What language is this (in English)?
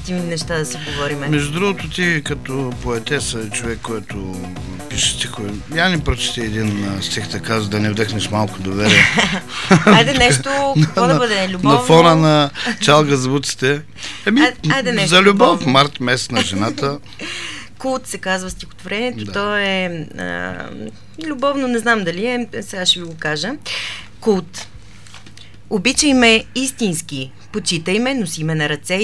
Bulgarian